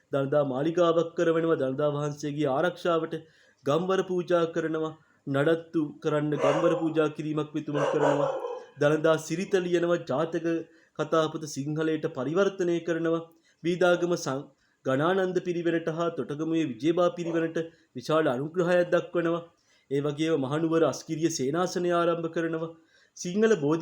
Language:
Sinhala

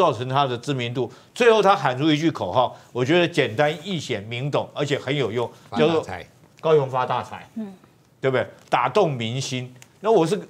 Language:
Chinese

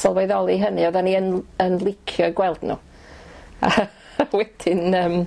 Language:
Welsh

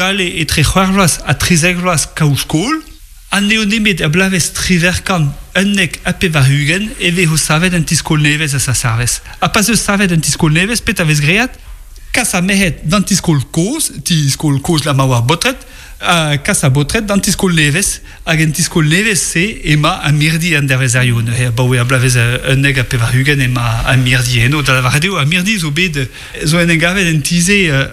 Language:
Breton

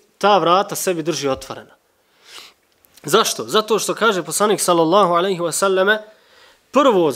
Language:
Bosnian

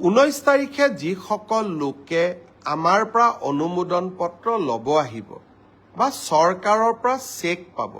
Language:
Assamese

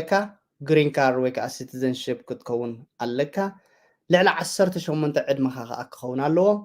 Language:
Tigrinya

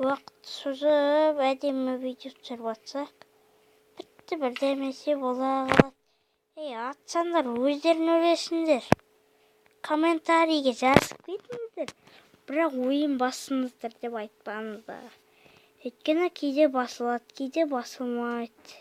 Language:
Kazakh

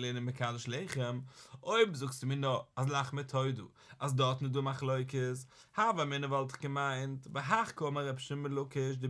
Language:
Yiddish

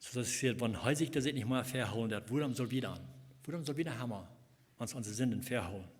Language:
Plautdietsch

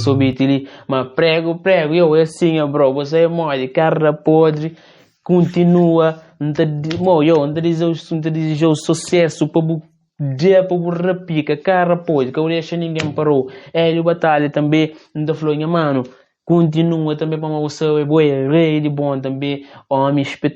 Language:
Kabuverdianu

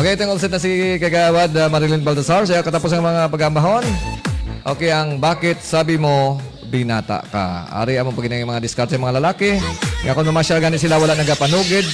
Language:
Hiligaynon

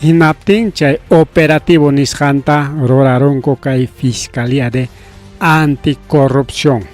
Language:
Ayacucho Quechua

